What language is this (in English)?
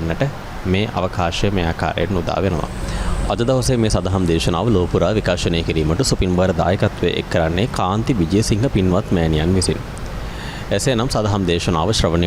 Sinhala